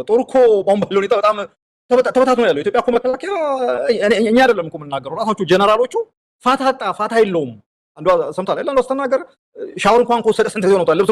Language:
Amharic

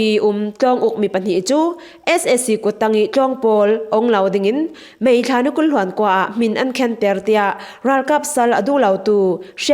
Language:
Falam Chin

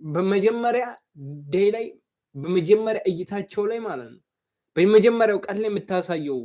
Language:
Amharic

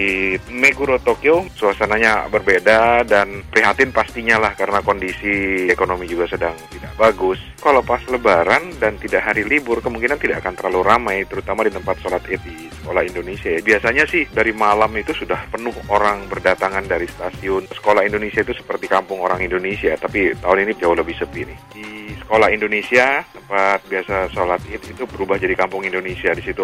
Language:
Indonesian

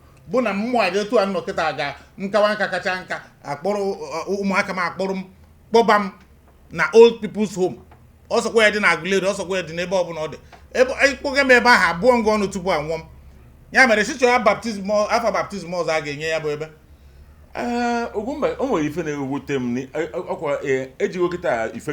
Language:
Igbo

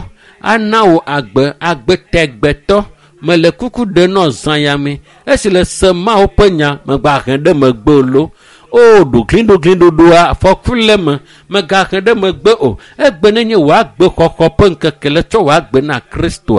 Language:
Ewe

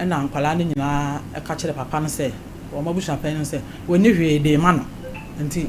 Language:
Akan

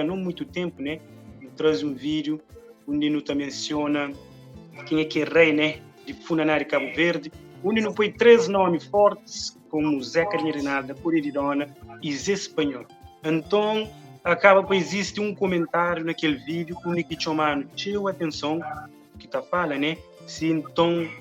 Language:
Kabuverdianu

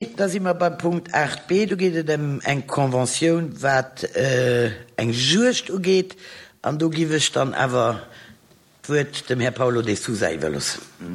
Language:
Luxembourgish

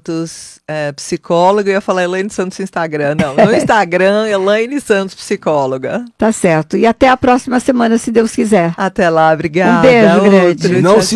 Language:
Portuguese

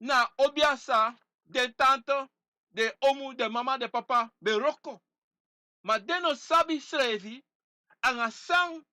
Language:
Sranan Tongo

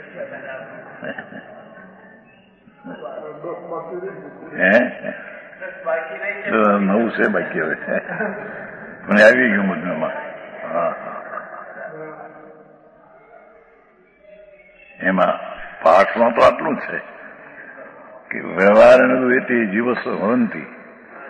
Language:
Gujarati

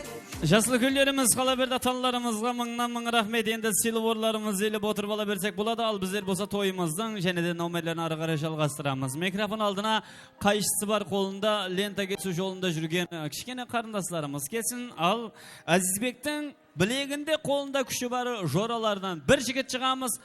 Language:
Kara-Kalpak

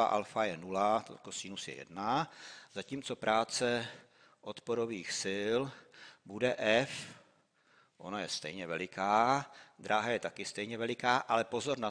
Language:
Czech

